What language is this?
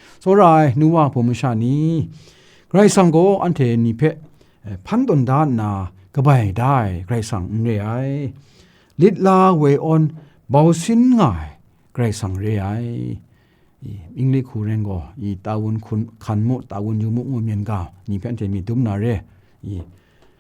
Kachin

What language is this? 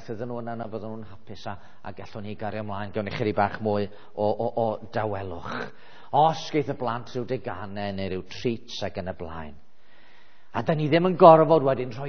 Welsh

